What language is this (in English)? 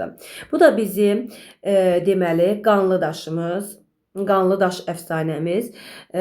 Azerbaijani